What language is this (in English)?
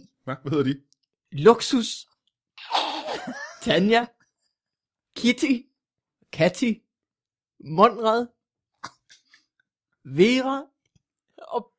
Danish